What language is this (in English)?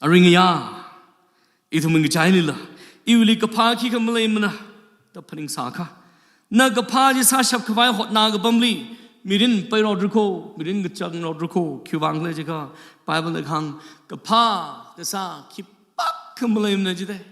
Tangkhul Naga (India)